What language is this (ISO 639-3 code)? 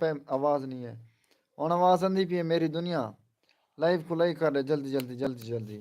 skr